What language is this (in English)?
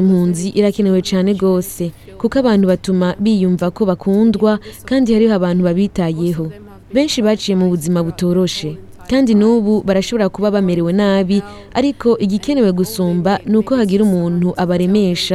Rundi